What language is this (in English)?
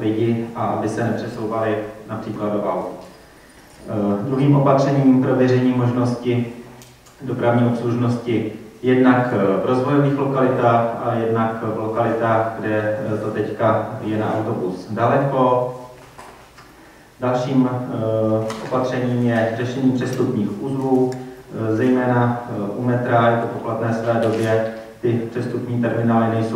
Czech